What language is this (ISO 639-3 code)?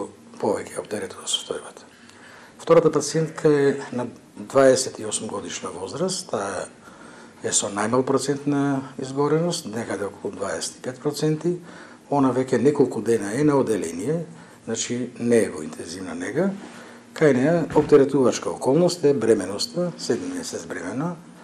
mkd